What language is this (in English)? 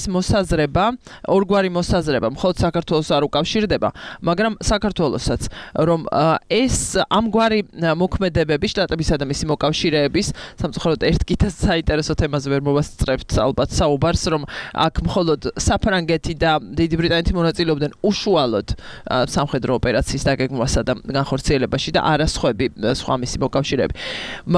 Georgian